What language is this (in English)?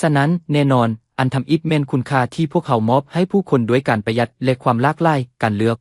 Lao